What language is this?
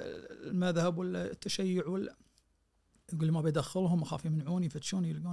Najdi Arabic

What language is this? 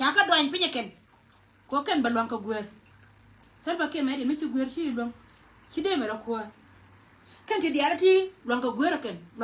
Nuer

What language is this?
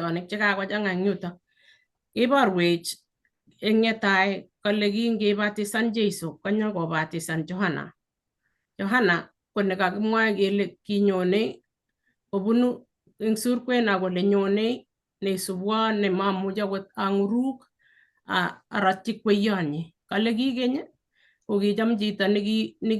Kalenjin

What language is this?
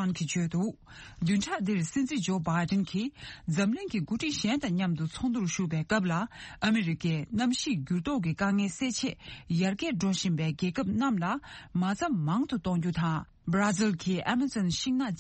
Tibetan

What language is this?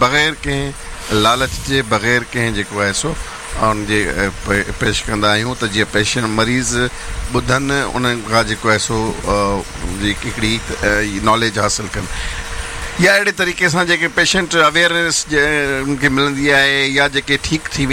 Sindhi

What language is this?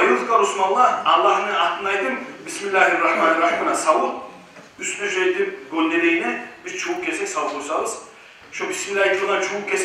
Kumyk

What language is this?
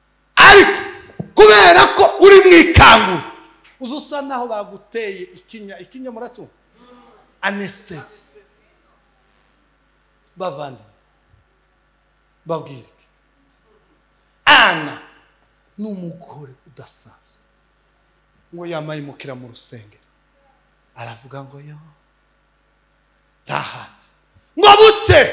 Kinyarwanda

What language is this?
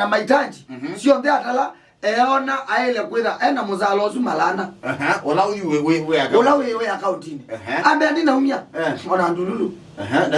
Kamba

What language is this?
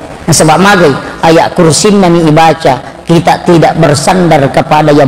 Buginese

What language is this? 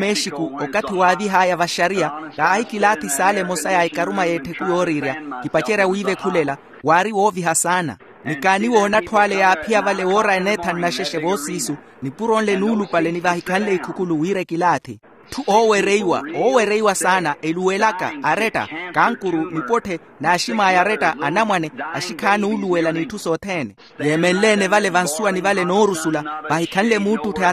Makhuwa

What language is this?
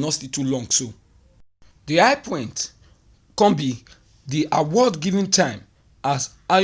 Nigerian Pidgin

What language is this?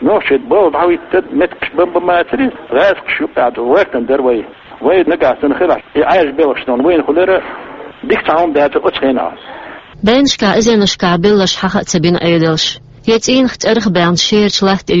Chechen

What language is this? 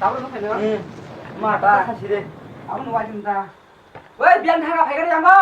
Kok Borok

